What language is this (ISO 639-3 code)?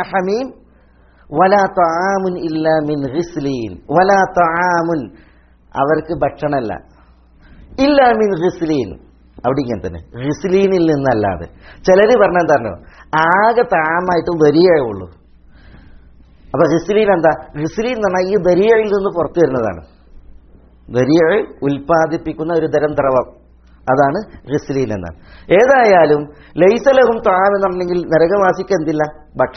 mal